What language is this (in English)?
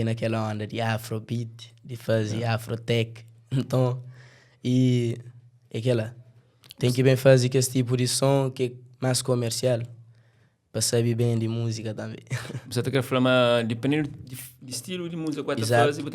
Kabuverdianu